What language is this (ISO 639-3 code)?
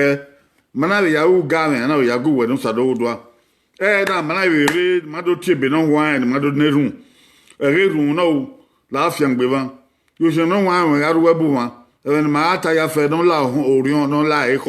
bin